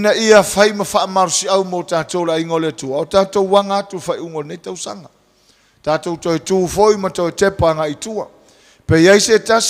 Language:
Samoan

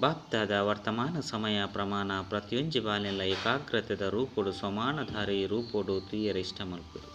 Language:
Tulu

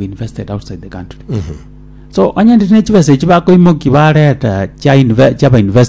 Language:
Gusii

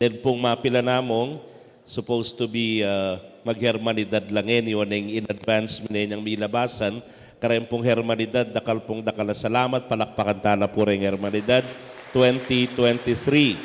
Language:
Pampanga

